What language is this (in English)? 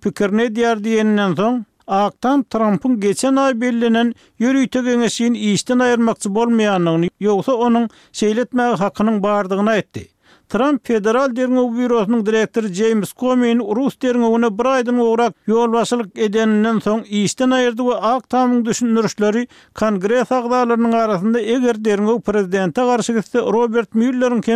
Turkmen